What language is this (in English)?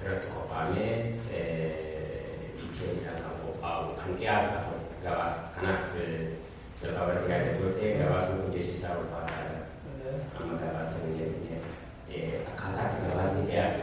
Oromo